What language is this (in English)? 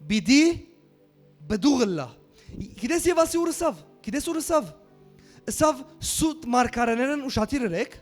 Western Armenian